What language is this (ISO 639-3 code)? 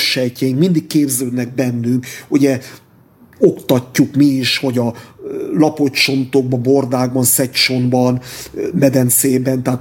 hun